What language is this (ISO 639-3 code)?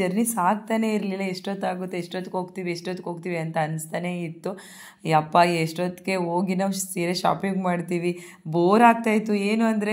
kan